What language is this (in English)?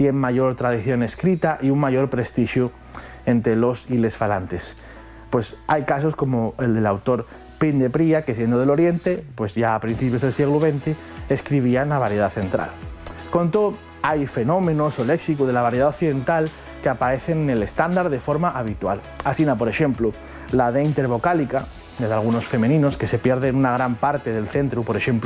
Asturian